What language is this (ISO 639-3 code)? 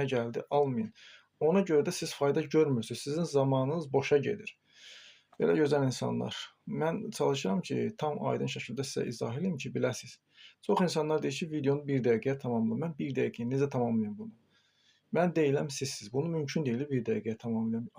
aze